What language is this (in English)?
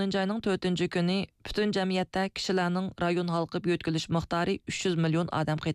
Uyghur